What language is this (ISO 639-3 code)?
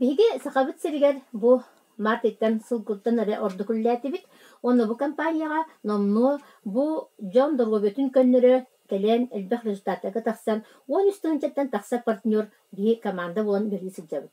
sah